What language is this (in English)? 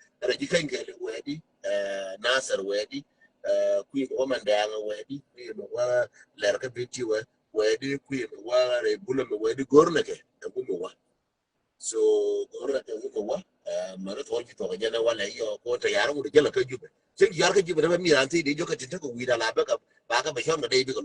Nuer